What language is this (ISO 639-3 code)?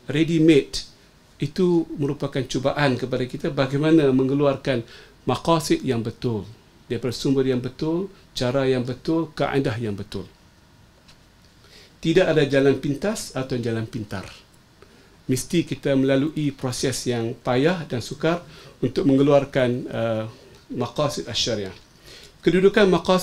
msa